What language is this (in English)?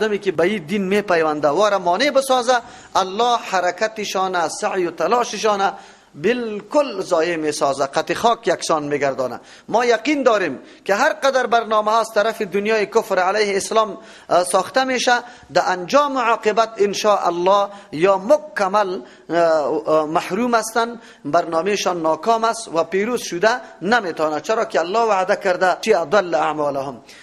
Persian